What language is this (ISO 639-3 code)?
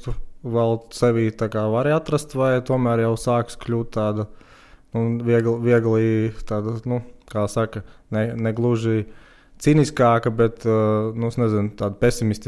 lav